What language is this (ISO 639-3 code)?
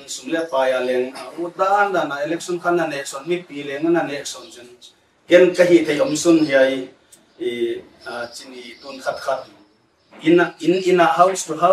pck